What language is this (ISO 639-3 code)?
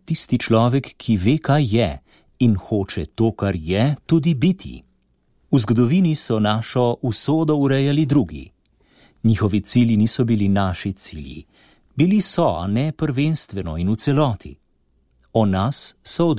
slv